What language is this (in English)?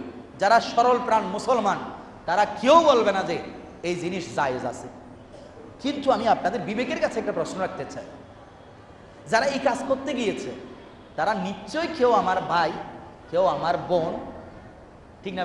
Bangla